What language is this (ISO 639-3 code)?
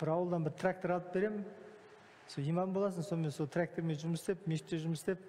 kaz